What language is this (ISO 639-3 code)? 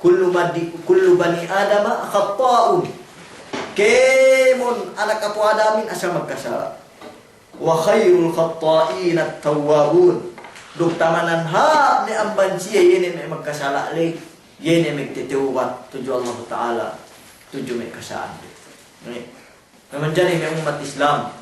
yka